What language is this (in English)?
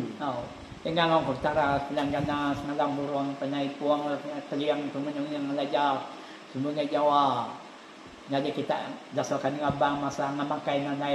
Iban